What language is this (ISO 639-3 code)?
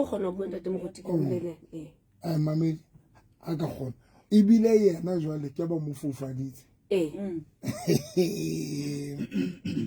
sot